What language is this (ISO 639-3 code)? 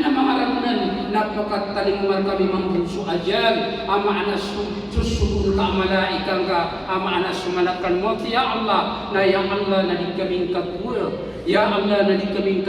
mrw